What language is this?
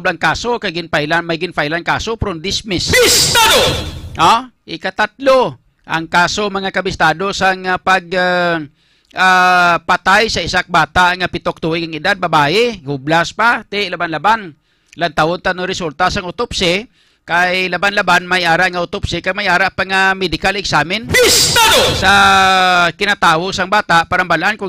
Hiligaynon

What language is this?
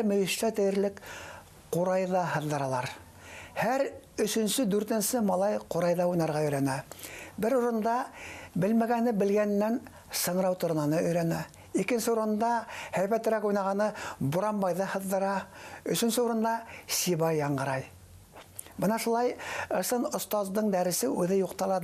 Bashkir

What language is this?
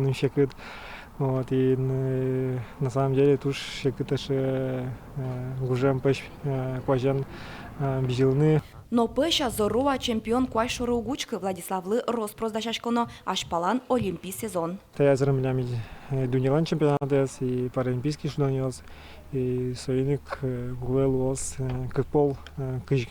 Udmurt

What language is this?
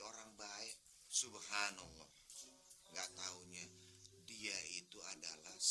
Betawi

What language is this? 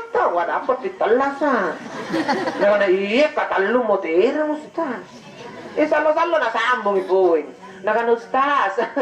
Makasar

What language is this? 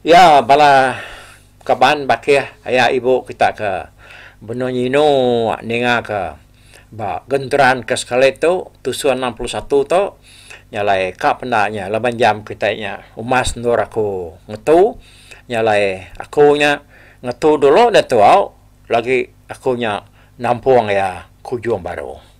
Iban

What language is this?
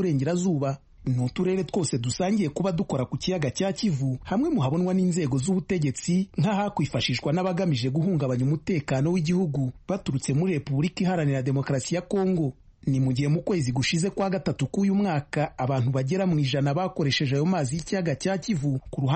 Kinyarwanda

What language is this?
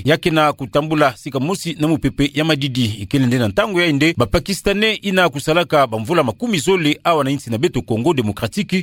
Kituba (Democratic Republic of Congo)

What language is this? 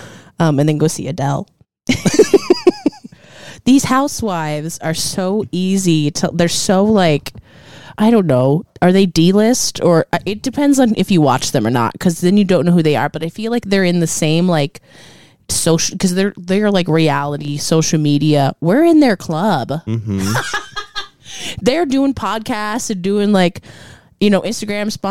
English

